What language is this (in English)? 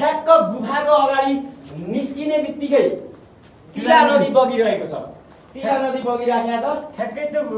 Nepali